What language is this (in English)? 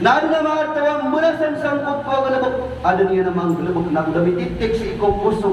Maranao